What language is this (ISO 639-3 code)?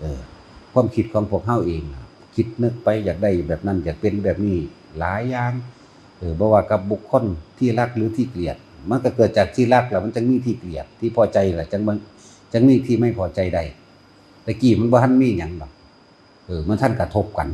tts